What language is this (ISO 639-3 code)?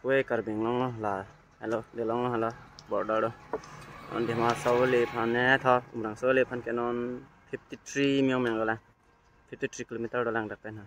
mjw